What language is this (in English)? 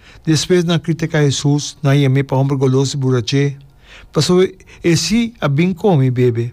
Papiamento